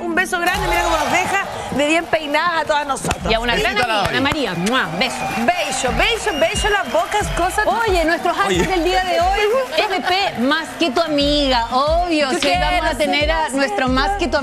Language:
Spanish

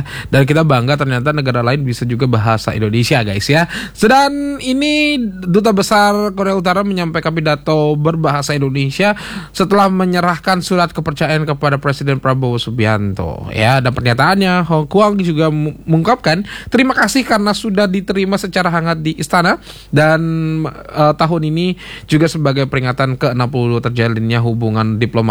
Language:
Indonesian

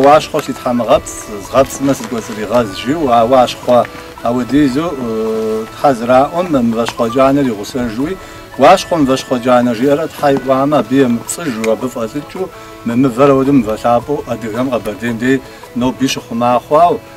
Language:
Kabardian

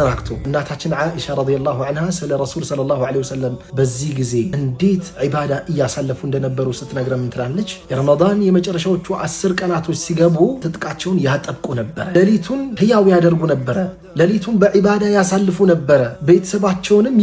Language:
Amharic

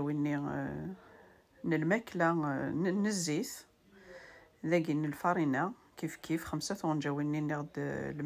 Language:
Kabyle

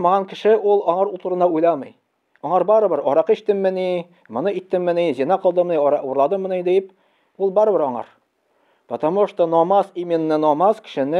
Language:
Tatar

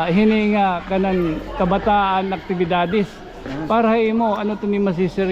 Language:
Waray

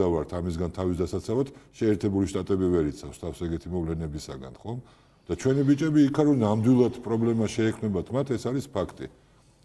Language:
Georgian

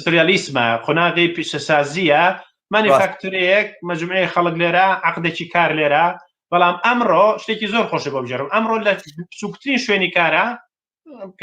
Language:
Central Kurdish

